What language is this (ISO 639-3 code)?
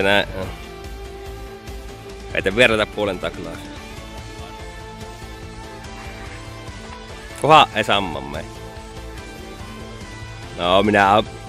fin